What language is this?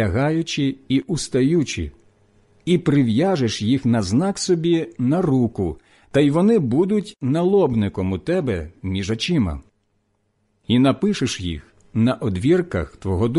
Ukrainian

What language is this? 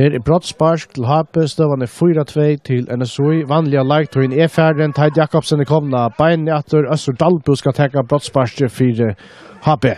Faroese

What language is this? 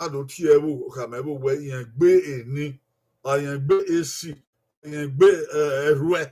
Bini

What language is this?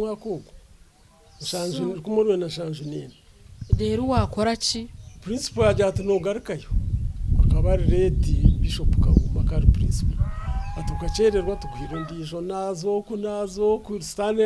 Nyankole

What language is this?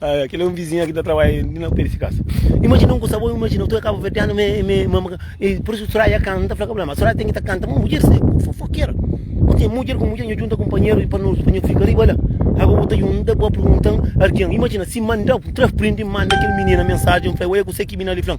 Kabuverdianu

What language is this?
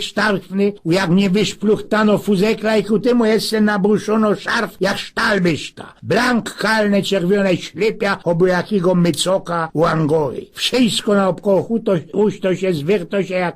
Silesian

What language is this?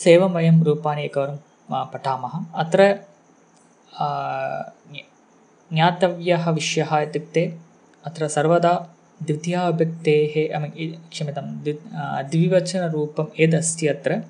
Sanskrit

